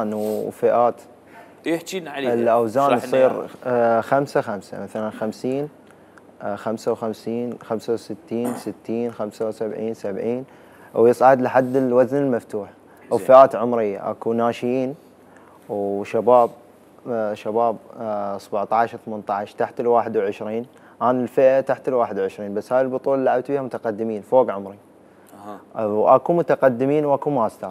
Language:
Mesopotamian Arabic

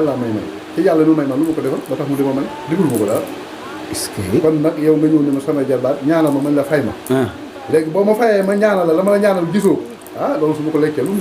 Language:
Wolof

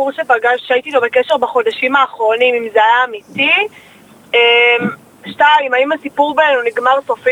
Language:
Hebrew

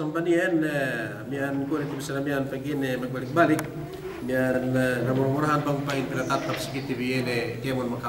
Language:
Yakan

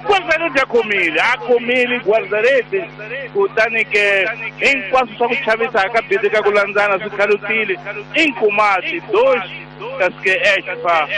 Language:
Tsonga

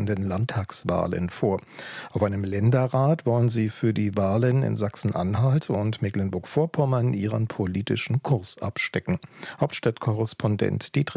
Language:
German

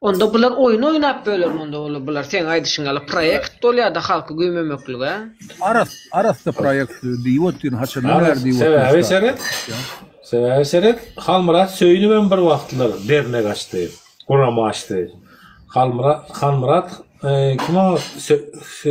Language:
Turkmen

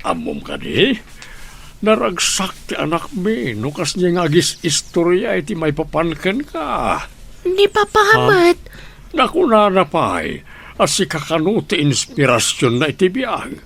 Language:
Iloko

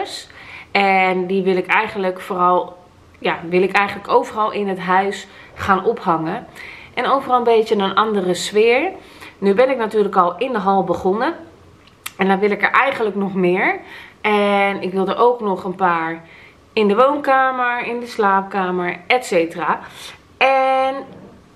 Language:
Dutch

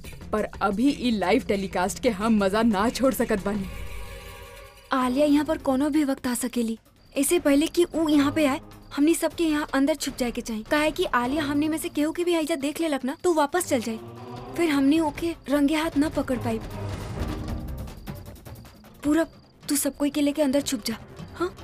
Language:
Bhojpuri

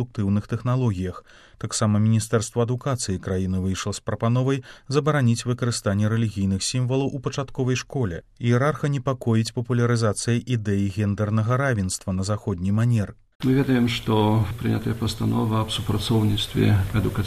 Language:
Belarusian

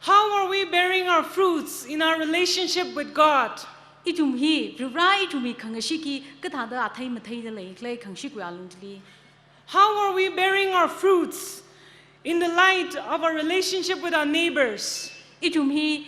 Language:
Tangkhul Naga (India)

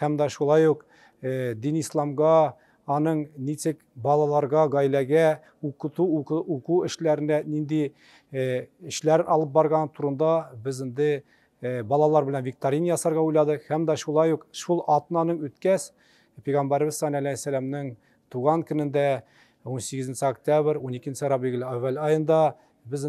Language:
Tatar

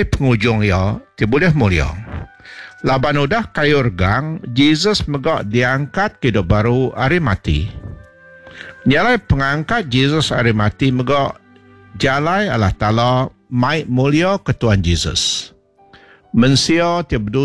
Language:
Iban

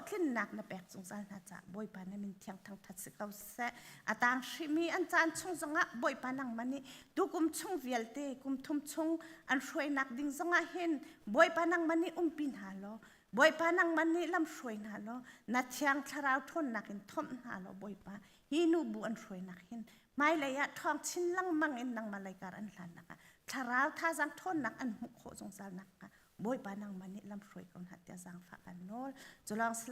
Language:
Hakha Chin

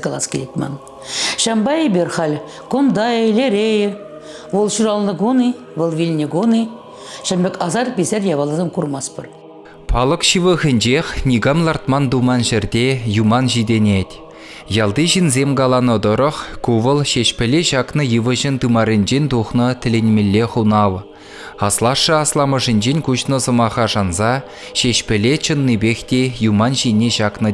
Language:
Chuvash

